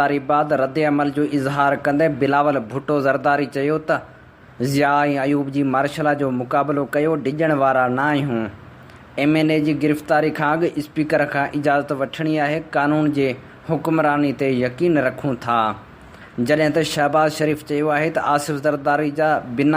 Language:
Sindhi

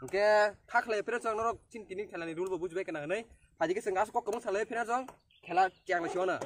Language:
Kok Borok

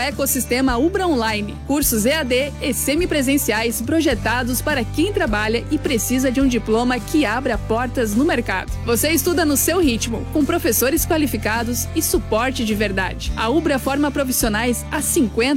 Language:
Portuguese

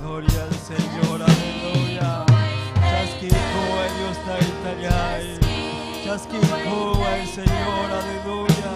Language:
Ayacucho Quechua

